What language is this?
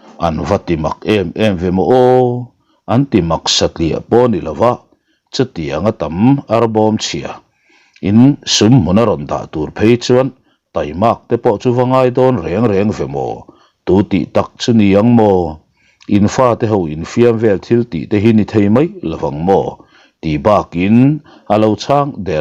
Mizo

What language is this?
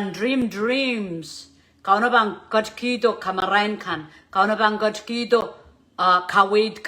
Pohnpeian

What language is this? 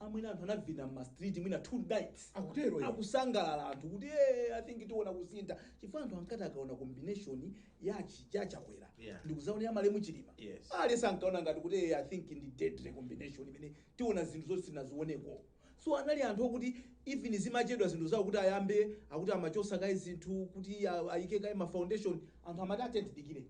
Nyanja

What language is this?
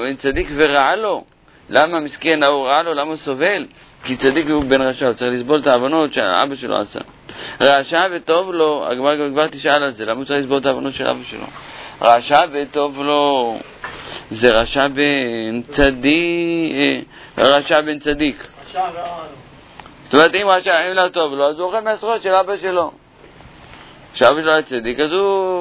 Hebrew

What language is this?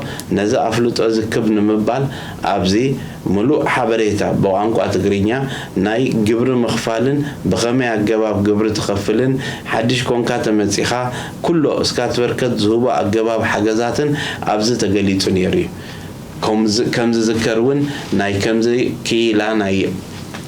Tigrinya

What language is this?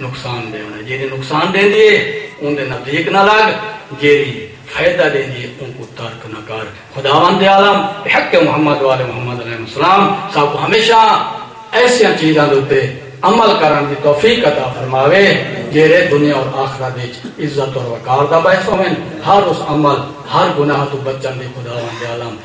Saraiki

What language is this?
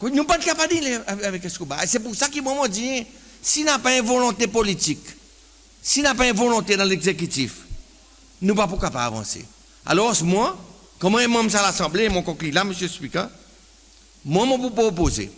Seselwa Creole French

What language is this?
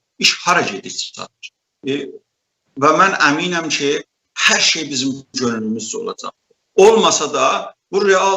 South Azerbaijani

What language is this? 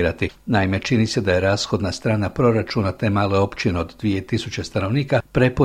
Croatian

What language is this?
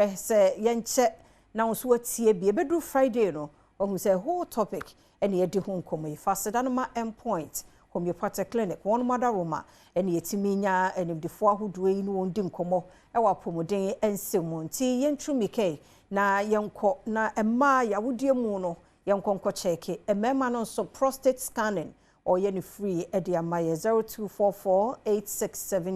Akan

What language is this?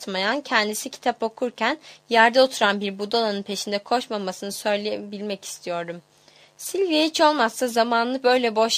Turkish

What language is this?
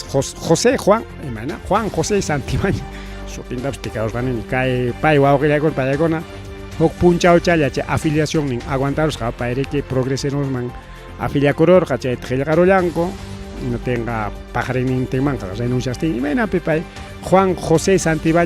Ayacucho Quechua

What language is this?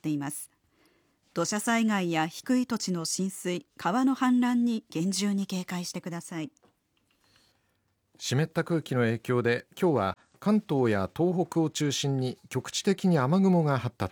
Japanese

